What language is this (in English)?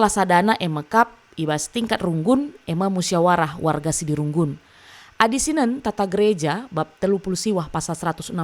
Batak Karo